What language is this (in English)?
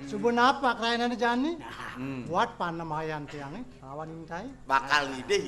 Balinese